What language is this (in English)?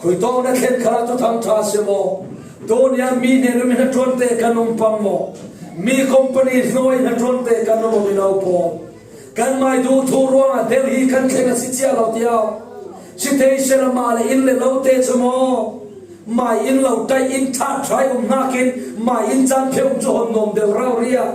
Falam Chin